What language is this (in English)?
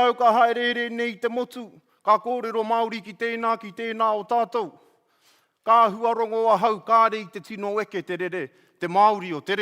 Māori